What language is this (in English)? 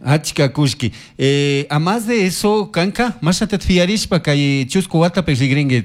Chimborazo Highland Quichua